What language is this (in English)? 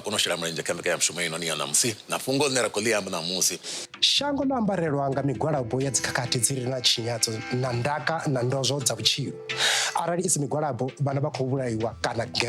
Venda